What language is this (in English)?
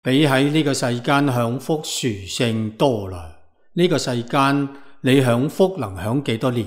Cantonese